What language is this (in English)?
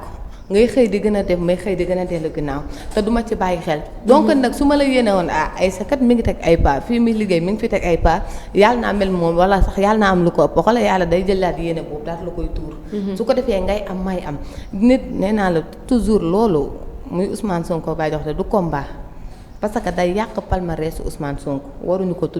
Wolof